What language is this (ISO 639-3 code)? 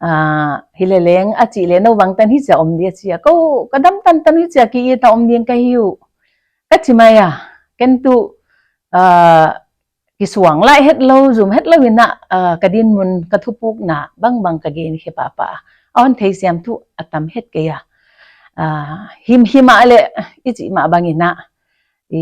pck